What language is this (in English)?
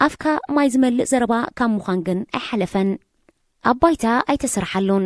Tigrinya